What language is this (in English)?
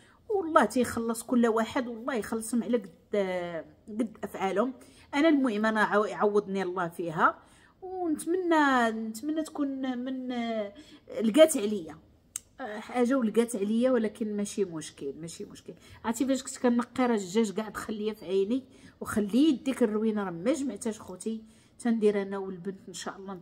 Moroccan Arabic